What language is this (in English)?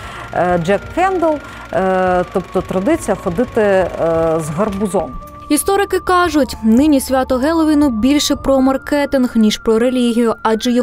Ukrainian